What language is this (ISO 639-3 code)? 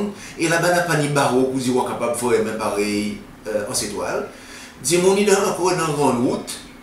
crs